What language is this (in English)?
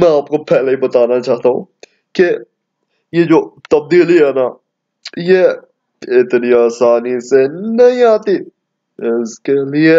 Urdu